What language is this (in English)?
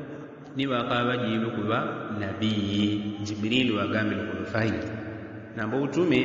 Yao